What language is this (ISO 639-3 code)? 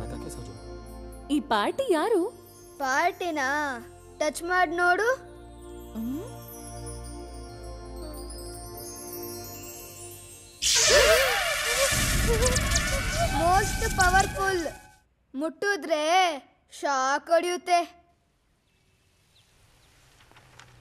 kan